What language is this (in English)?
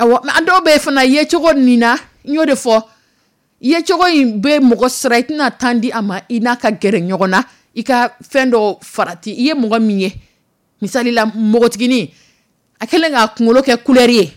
Dyula